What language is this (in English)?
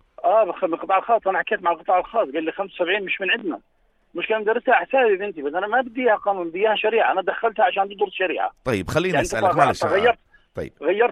North Levantine Arabic